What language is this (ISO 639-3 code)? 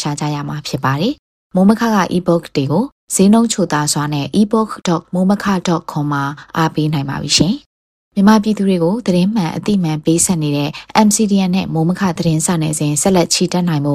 mya